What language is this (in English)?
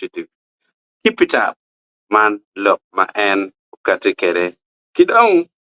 Acoli